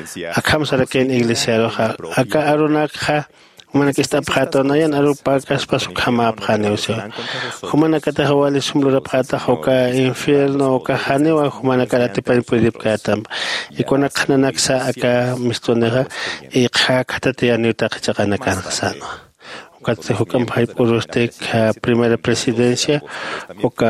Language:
Aymara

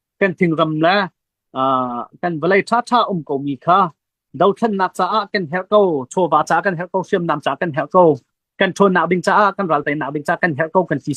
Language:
Hakha Chin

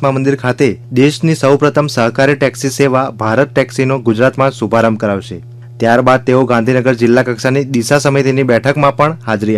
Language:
Gujarati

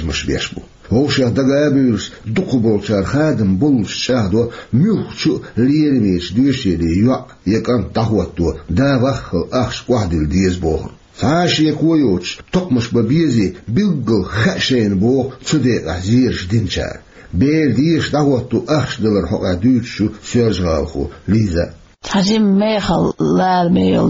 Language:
Chechen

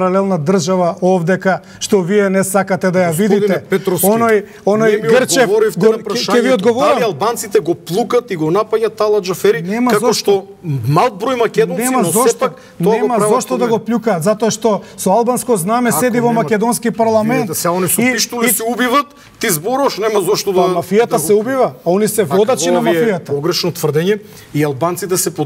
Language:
Macedonian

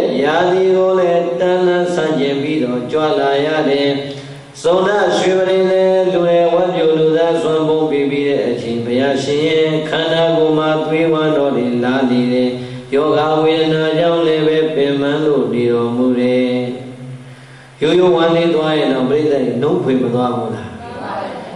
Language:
Burmese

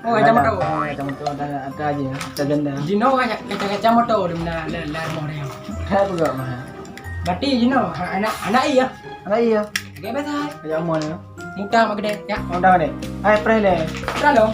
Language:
Achinese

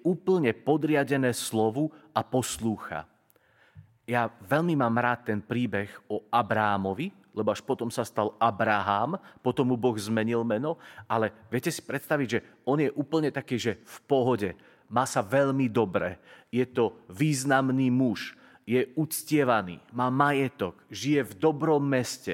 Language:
Slovak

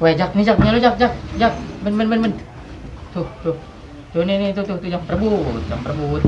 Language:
Betawi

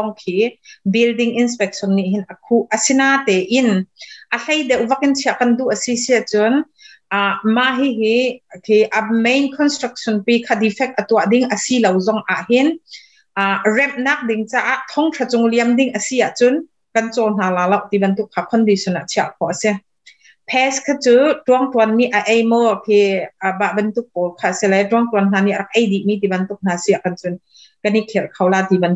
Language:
Hakha Chin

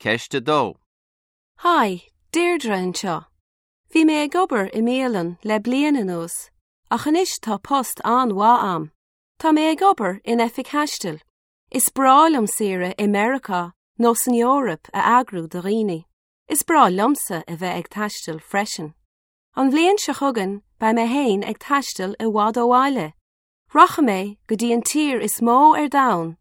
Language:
Irish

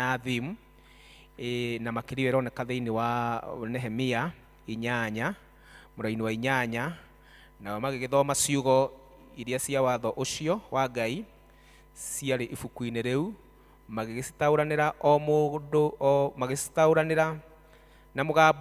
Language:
Kikuyu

